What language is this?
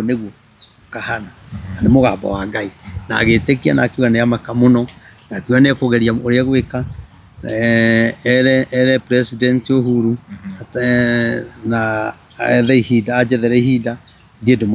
Kikuyu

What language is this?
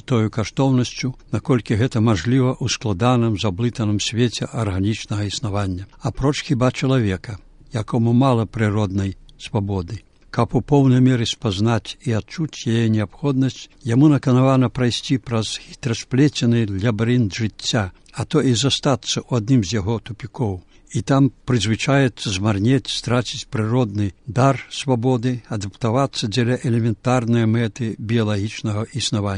Belarusian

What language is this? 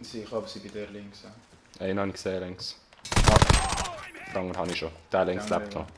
Swiss German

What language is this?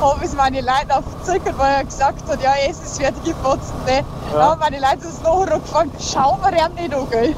Bavarian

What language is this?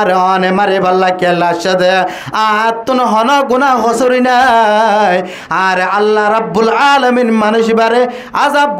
Rohingya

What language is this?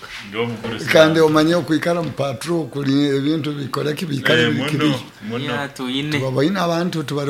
Nyoro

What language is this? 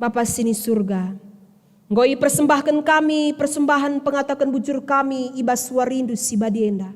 Batak Karo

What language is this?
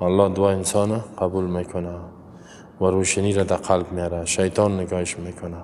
Persian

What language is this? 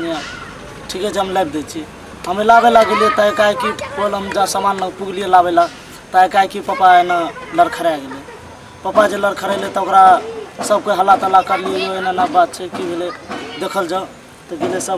Maithili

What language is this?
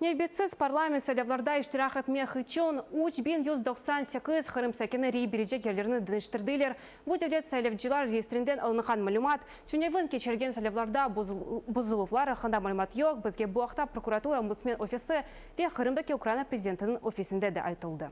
Crimean Tatar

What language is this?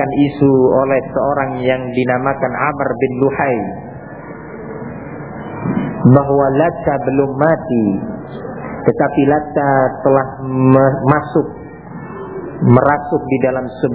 Indonesian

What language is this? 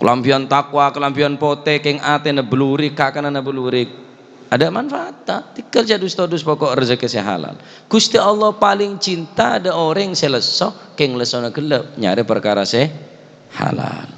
Madurese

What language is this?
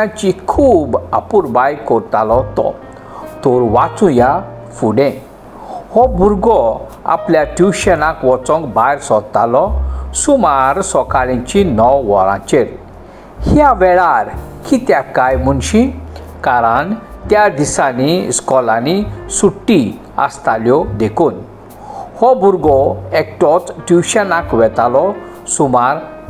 Konkani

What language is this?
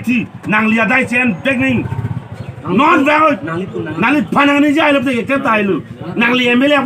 Karbi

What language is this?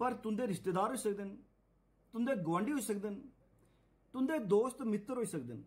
Dogri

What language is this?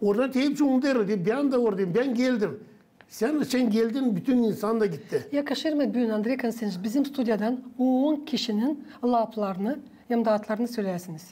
Gagauz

